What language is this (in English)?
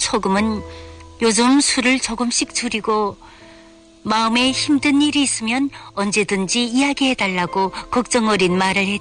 Korean